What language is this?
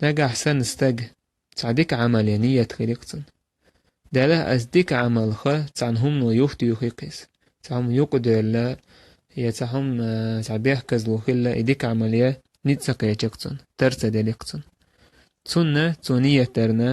Chechen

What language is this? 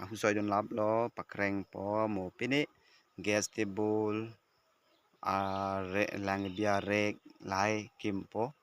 Karbi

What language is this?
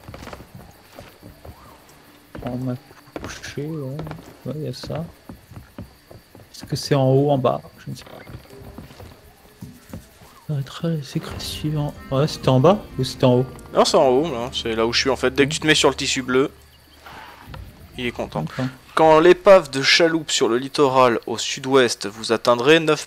French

